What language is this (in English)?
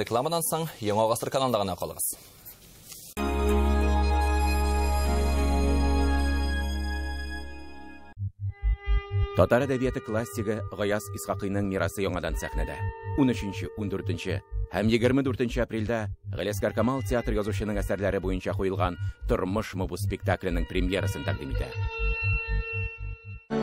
Tatar